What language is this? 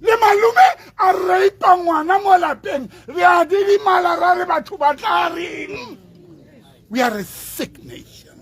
Tswana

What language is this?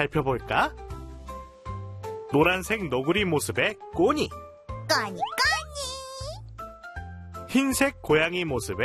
Korean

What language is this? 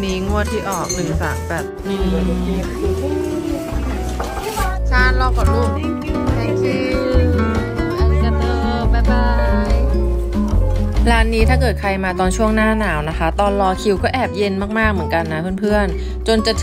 Thai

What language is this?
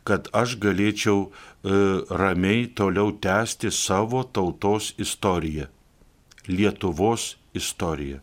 Lithuanian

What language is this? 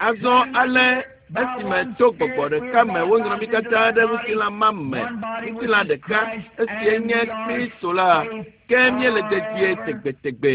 Ewe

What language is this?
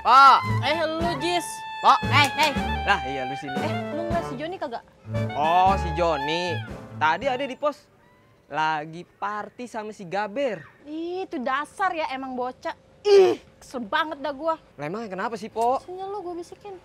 Betawi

